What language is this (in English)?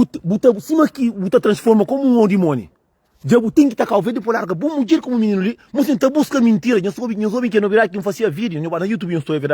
Kabuverdianu